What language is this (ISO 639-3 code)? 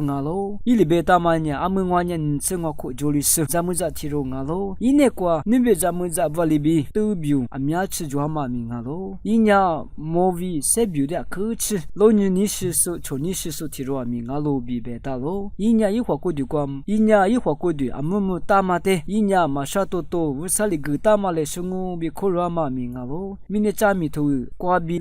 lis